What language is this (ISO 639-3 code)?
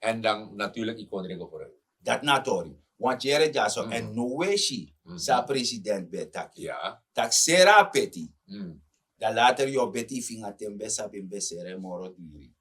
srn